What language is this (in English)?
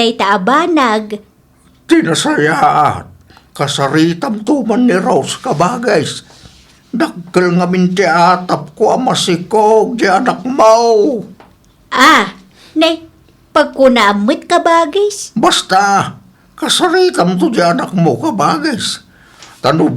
Iloko